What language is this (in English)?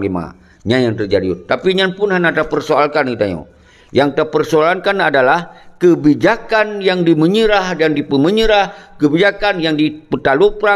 Achinese